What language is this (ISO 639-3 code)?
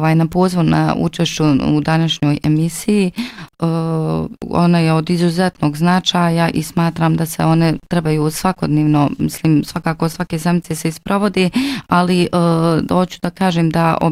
bos